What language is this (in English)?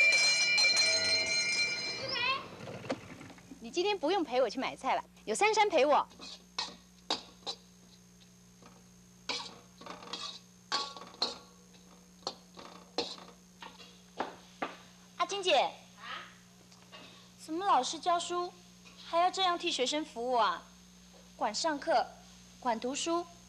Chinese